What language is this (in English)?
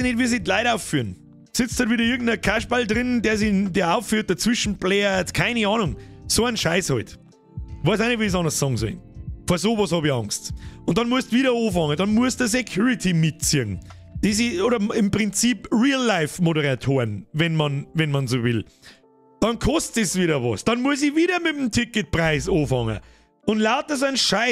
Bavarian